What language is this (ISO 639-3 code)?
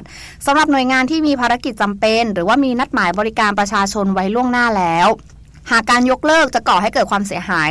tha